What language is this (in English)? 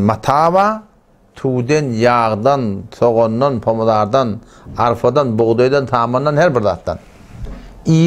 Turkmen